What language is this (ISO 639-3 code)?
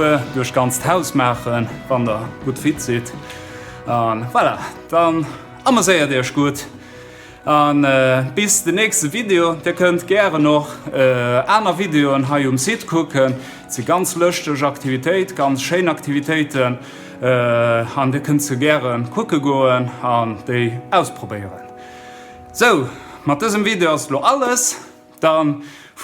ltz